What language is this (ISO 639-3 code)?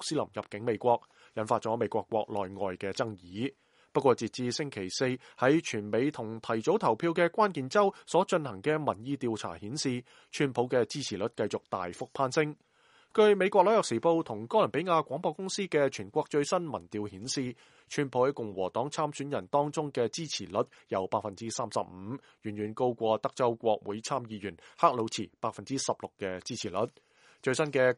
yue